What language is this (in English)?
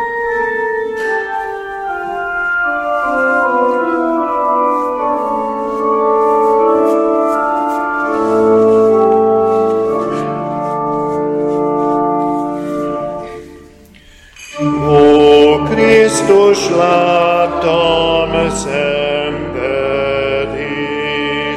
Hungarian